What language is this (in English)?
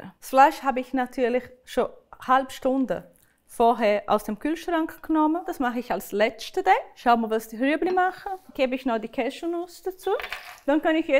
Swiss German